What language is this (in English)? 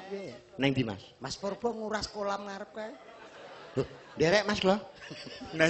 Javanese